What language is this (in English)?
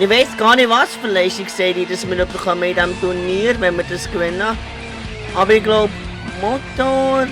Swiss German